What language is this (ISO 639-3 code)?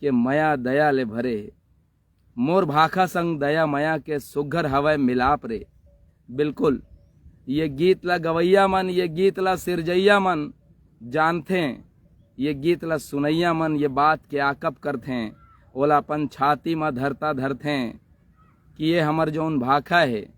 hne